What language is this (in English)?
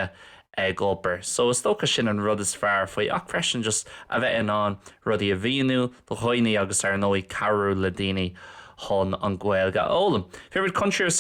Irish